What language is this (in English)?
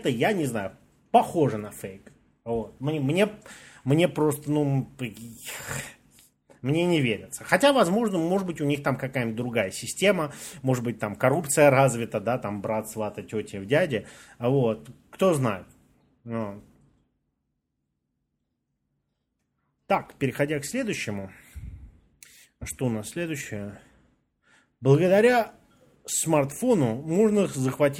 Russian